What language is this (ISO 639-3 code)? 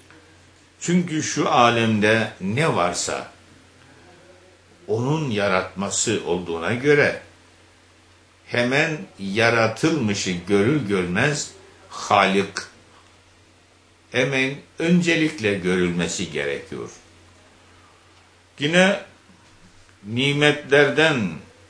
tur